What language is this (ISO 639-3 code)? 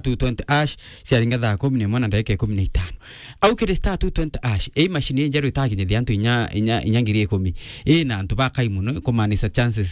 mer